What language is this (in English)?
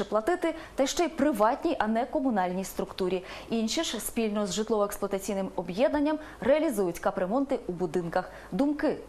Ukrainian